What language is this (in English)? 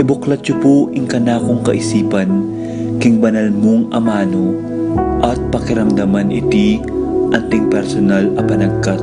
Pampanga